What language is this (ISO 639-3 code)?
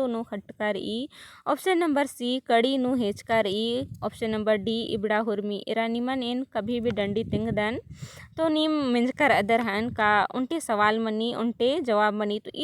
kru